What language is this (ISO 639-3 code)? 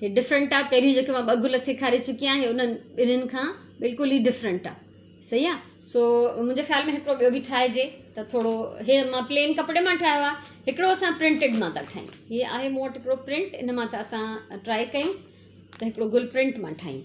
snd